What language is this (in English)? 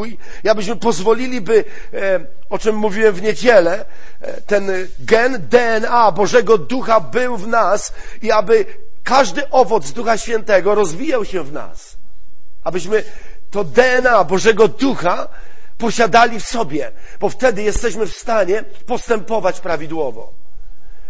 Polish